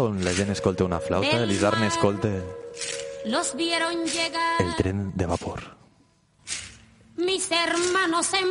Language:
Catalan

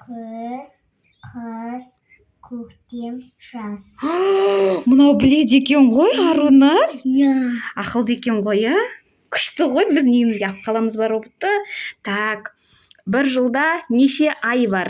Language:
Kazakh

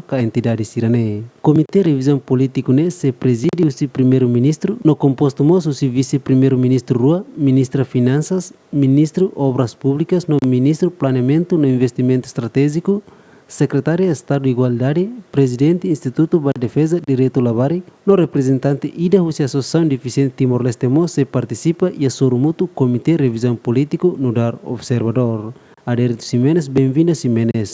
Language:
Tetum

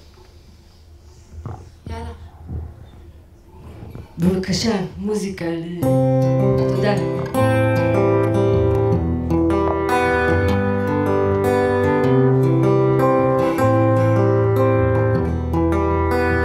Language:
Hebrew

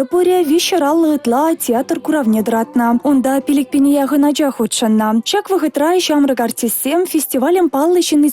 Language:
Chuvash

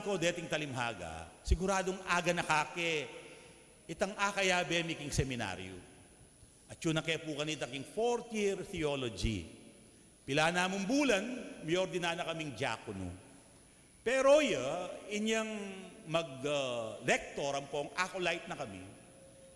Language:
Pampanga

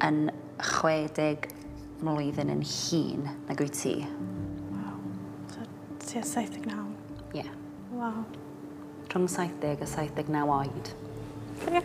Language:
Welsh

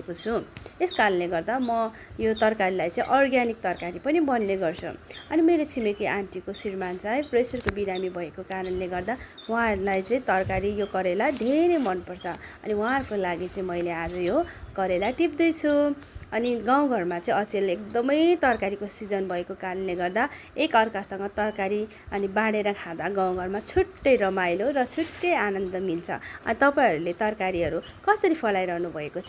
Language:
Nepali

